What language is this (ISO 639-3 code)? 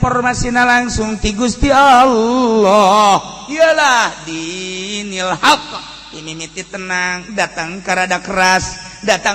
sun